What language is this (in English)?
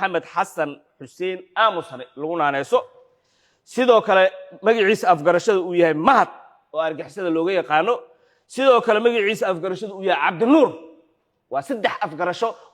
Somali